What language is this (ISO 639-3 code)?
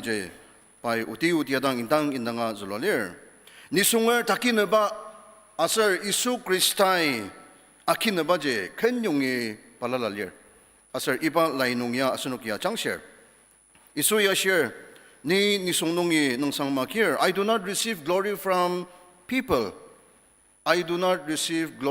njo